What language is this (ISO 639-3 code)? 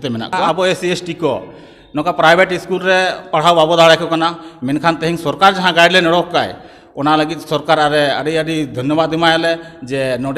sat